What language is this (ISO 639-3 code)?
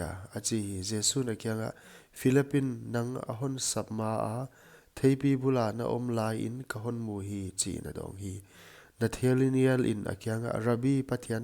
pck